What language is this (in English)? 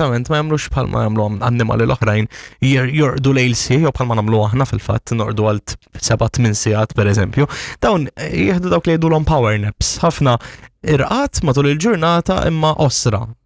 Maltese